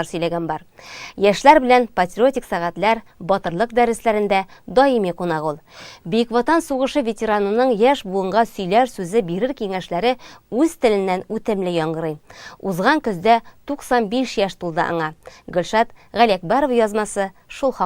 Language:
Tatar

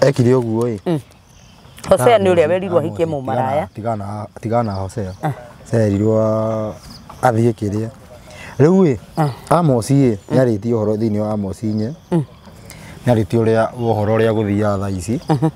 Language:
Kikuyu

